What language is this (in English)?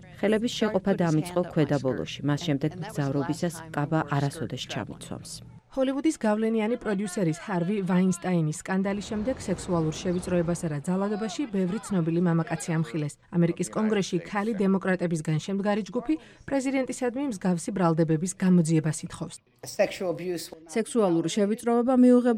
Georgian